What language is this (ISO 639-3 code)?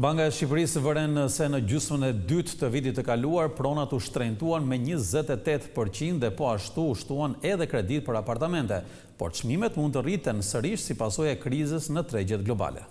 sqi